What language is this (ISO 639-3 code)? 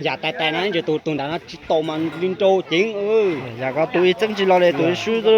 hmn